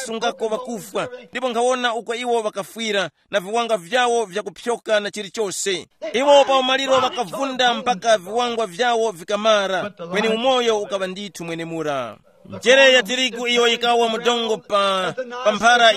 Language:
Tumbuka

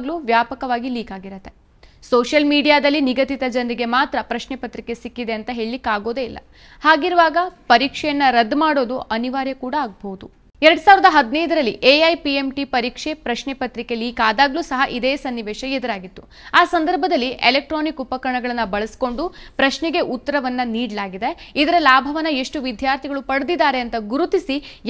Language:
Kannada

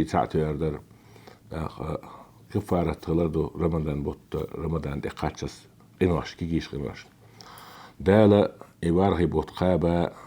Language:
Chechen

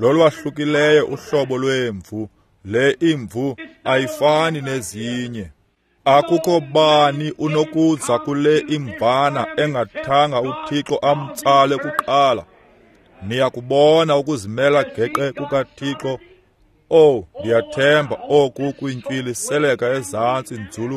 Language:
Xhosa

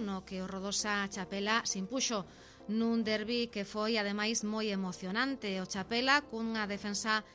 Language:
Galician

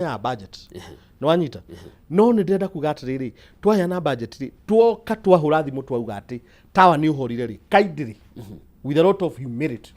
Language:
Kikuyu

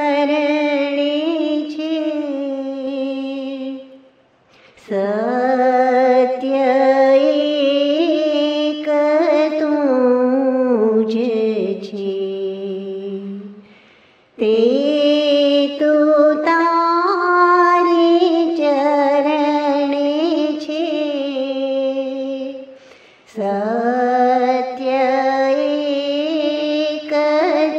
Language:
Gujarati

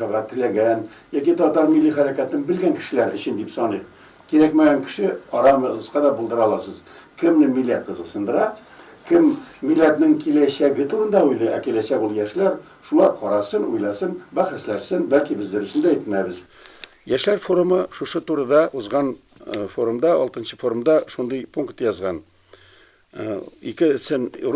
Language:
Tatar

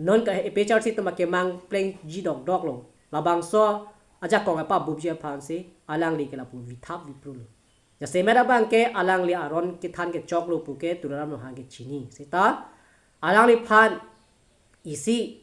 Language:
Karbi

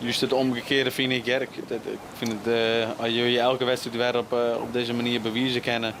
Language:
Western Frisian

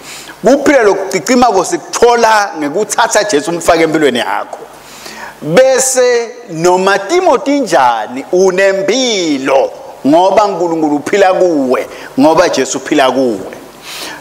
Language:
Swati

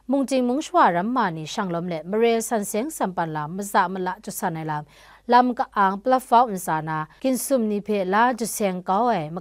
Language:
Kachin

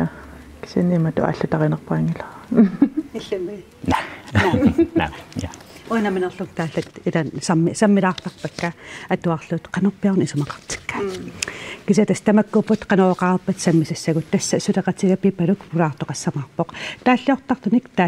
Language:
Kalaallisut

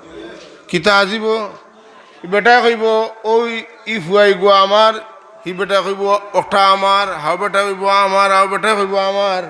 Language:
Sylheti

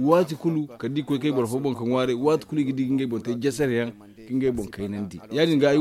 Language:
Zarma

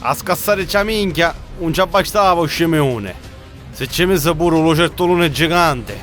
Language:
Sicilian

